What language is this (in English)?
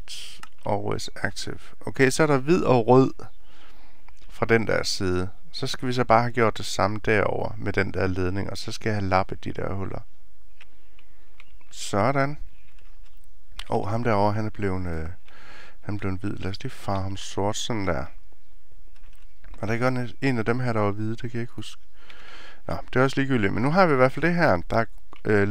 Danish